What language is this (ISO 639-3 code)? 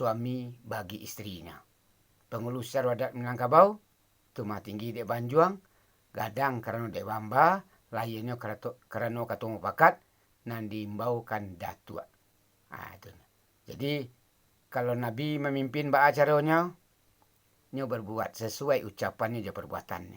min